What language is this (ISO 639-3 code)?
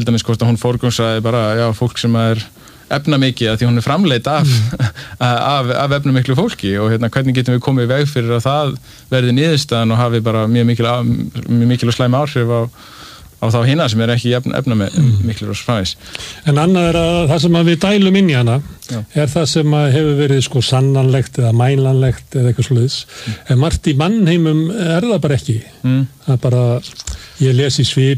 isl